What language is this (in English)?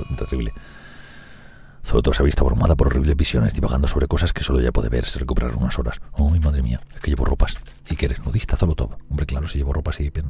Spanish